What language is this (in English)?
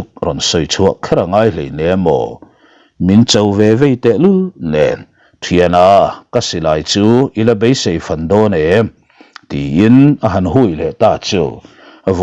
Mizo